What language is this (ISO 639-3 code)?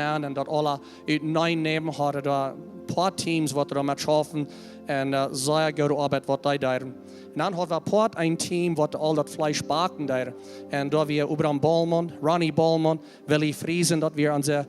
pdt